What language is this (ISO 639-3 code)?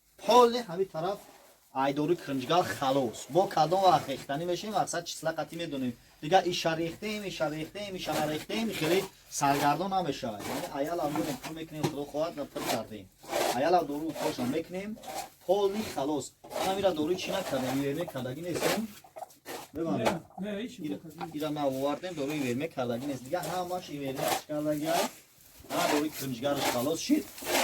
tgk